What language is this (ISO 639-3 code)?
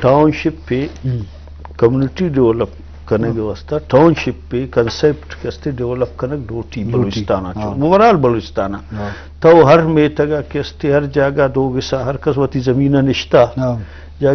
bgp